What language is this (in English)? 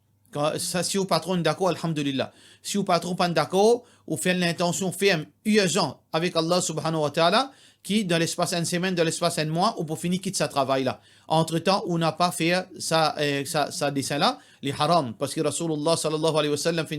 Morisyen